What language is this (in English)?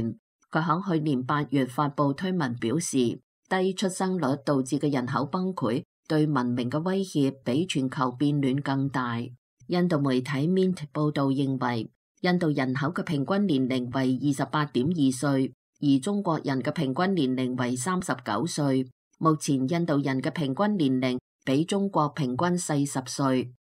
Cantonese